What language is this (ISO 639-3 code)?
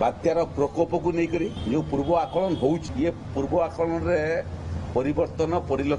ori